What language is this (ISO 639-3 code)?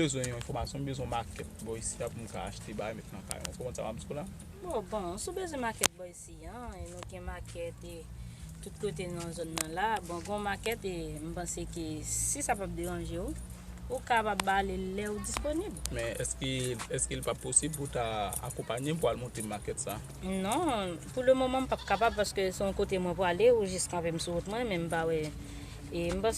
hat